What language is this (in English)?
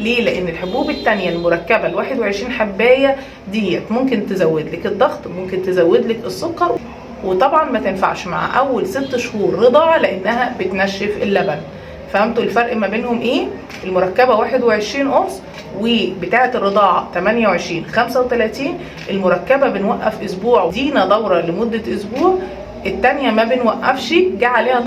Egyptian Arabic